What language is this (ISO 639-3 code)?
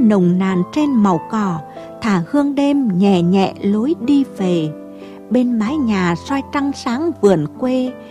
vie